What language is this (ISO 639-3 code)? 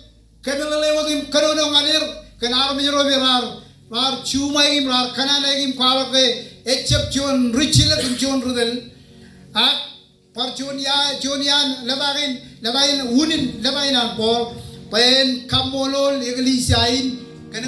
mah